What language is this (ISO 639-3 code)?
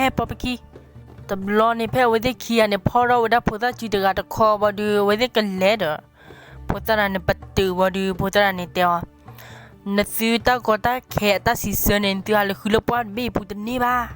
ksw